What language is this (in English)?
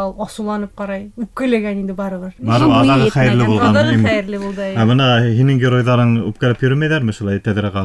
Bashkir